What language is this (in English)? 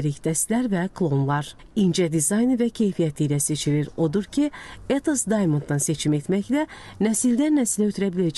Azerbaijani